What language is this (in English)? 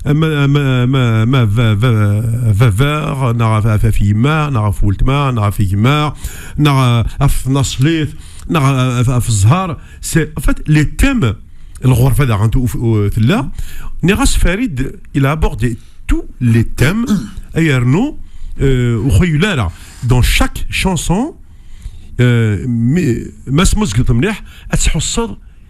Kabyle